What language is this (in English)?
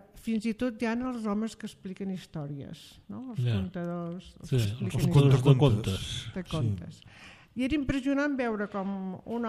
Catalan